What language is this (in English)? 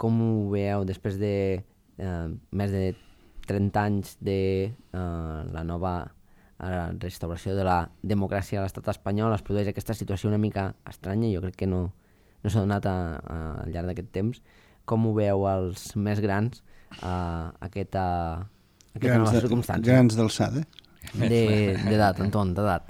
Catalan